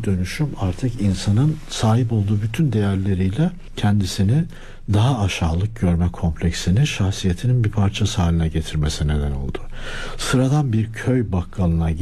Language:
Turkish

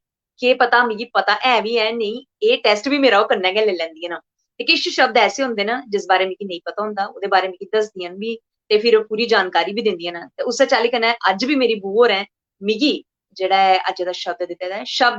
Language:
Dogri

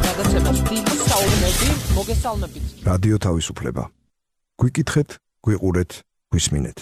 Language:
Georgian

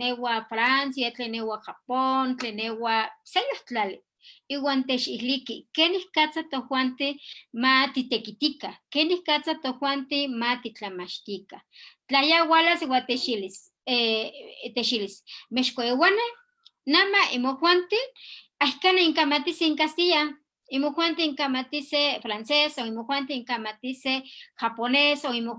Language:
Eastern Huasteca Nahuatl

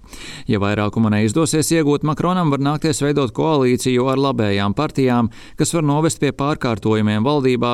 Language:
Latvian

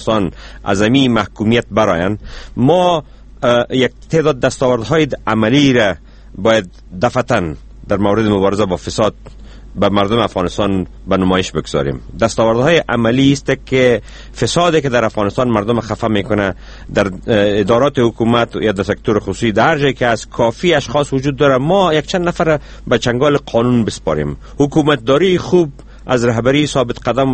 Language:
Persian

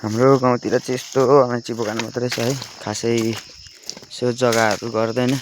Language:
Nepali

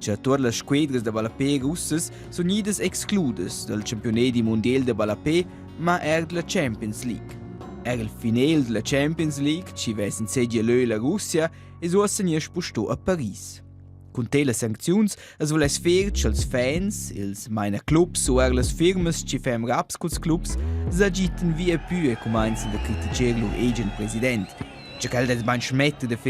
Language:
Romansh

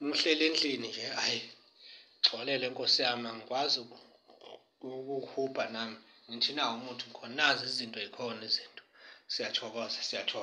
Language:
Zulu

